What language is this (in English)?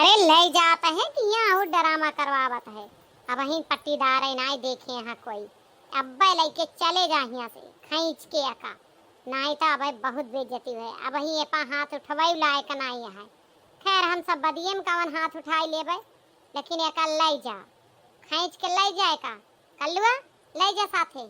Awadhi